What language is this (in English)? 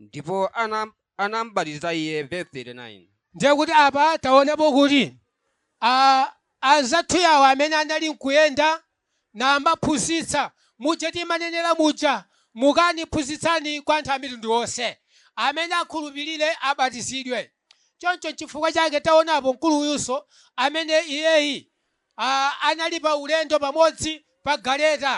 Nyanja